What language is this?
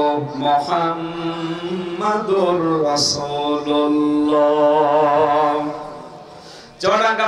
Bangla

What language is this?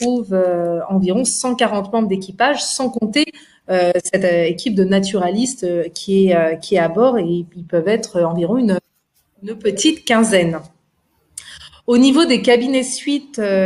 French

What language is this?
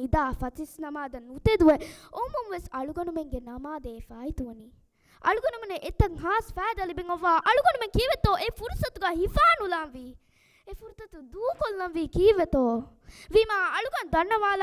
Divehi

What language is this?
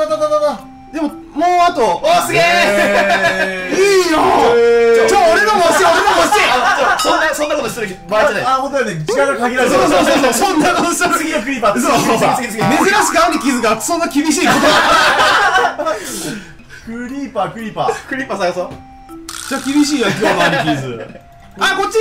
Japanese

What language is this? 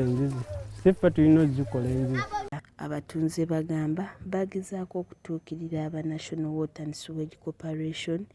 Ganda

